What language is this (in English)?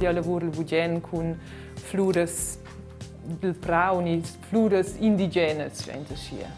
Romansh